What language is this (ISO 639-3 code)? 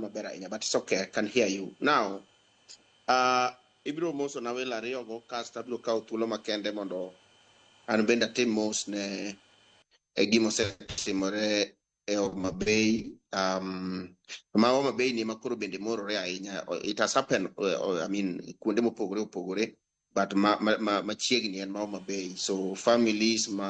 luo